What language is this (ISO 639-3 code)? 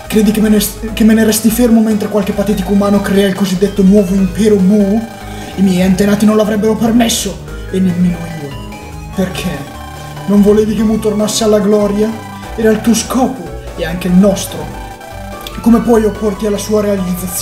ita